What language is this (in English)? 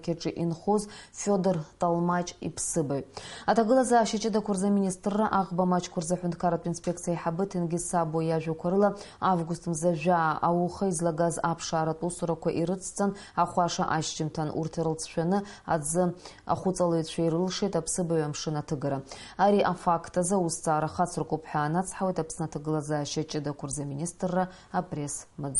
Abkhazian